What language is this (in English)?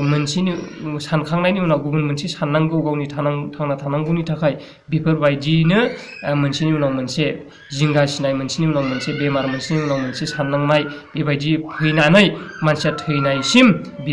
Bodo